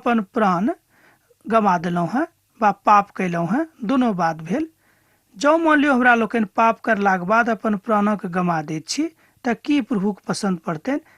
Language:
Maithili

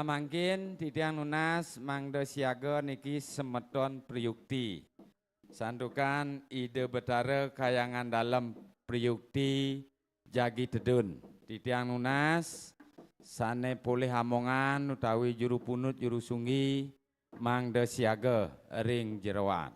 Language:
Balinese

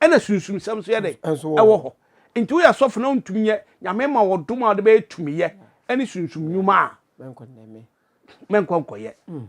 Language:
Akan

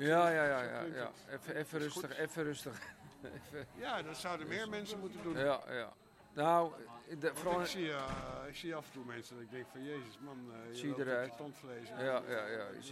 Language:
Dutch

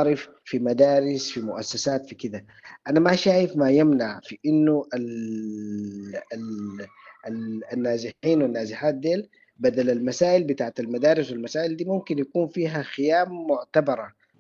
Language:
Sudanese Arabic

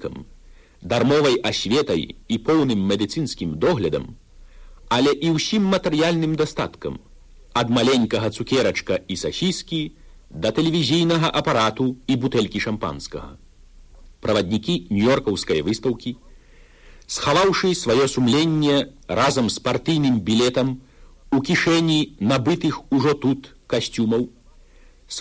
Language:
Belarusian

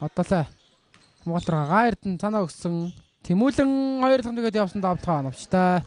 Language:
Mongolian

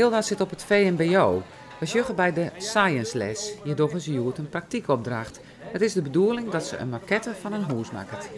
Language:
Western Frisian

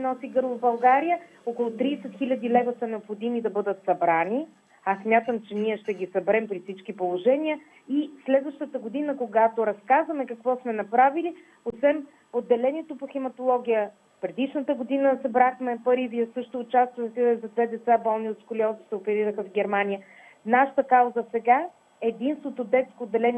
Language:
Bulgarian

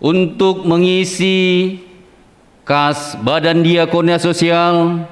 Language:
Batak Simalungun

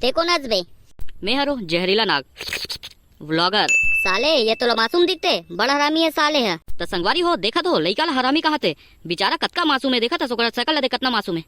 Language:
Chhattisgarhi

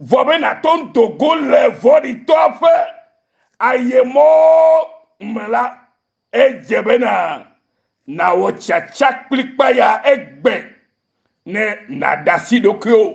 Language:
Ewe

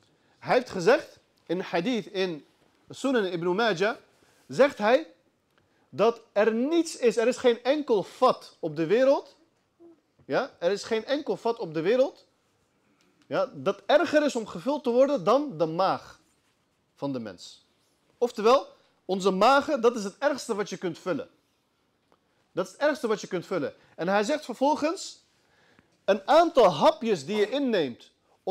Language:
Dutch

